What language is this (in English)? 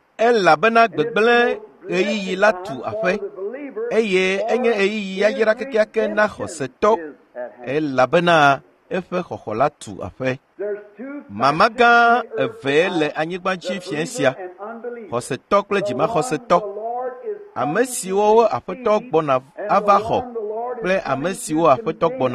Ewe